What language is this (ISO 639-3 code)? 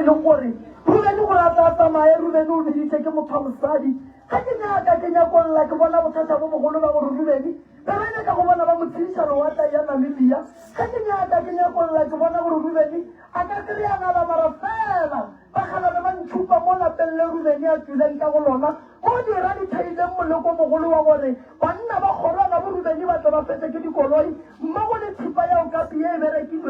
nso